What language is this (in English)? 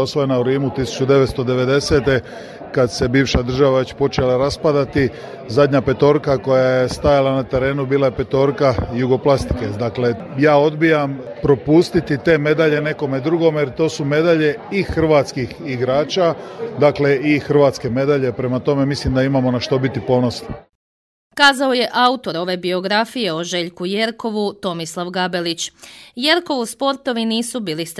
Croatian